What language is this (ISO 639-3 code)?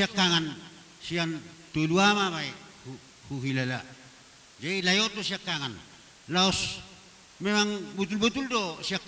bbc